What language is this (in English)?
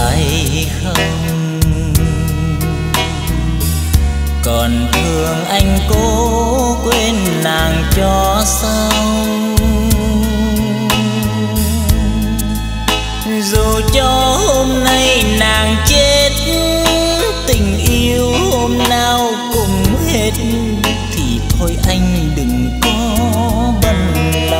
Vietnamese